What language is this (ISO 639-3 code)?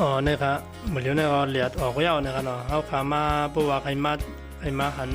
shn